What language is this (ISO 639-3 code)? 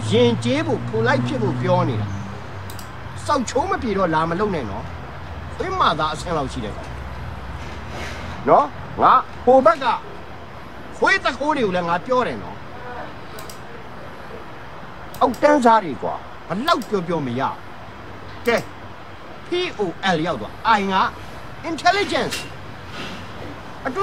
mya